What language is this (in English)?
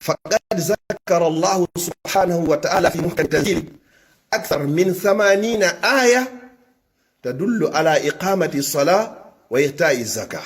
Fula